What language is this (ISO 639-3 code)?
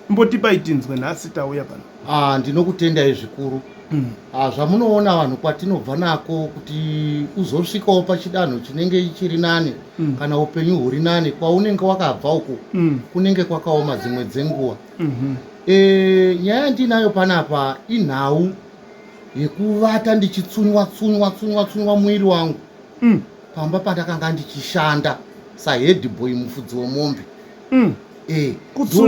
sna